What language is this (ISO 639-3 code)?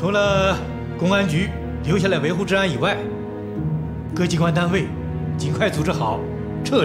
zho